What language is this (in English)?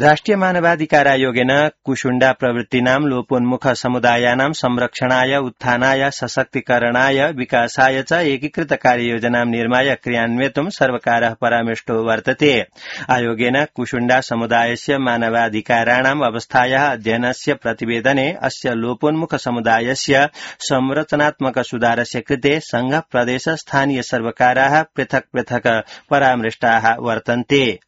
Sanskrit